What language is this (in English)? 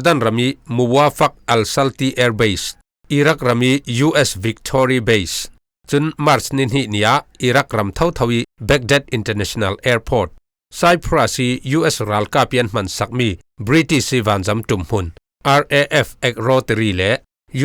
Falam Chin